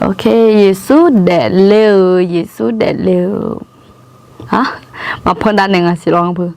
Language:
Akha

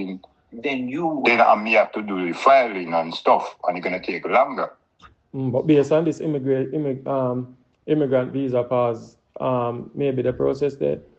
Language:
Jamaican Creole English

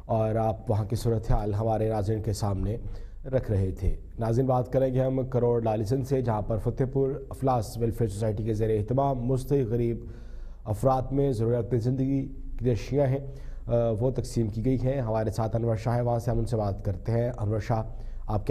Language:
Urdu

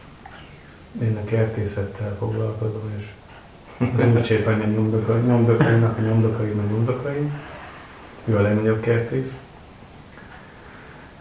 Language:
Hungarian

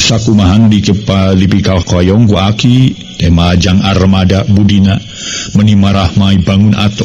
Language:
Sundanese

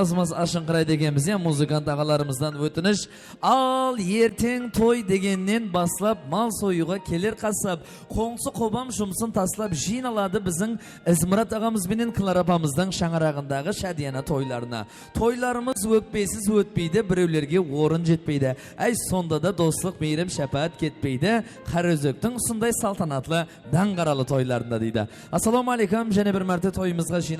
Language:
Kara-Kalpak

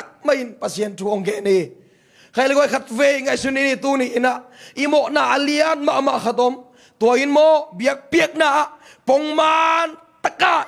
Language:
Tedim Chin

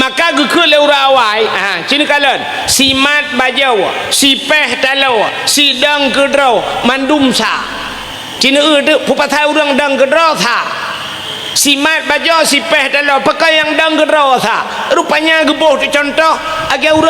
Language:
Achinese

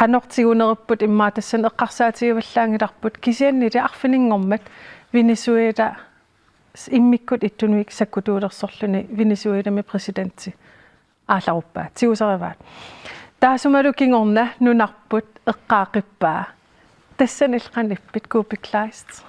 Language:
Kalaallisut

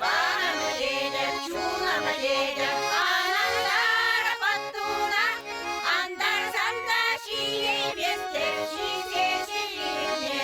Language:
Chuvash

